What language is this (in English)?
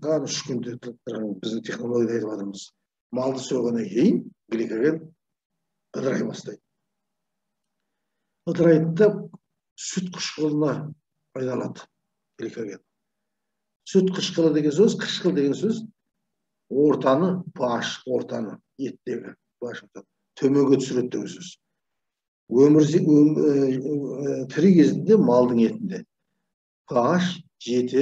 Kazakh